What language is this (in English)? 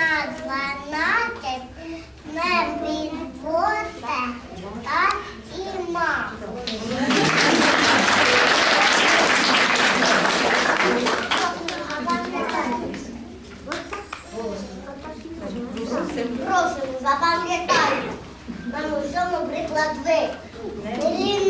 Ukrainian